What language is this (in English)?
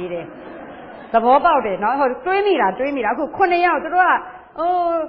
Burmese